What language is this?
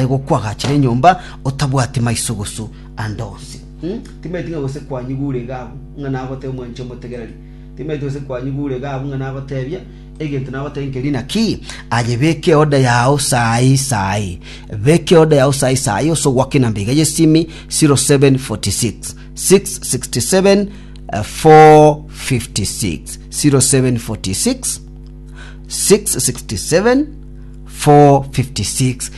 Gusii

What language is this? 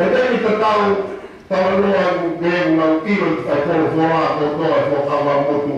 Tongan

